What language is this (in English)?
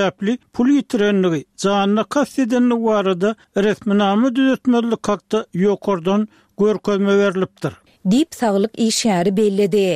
Turkmen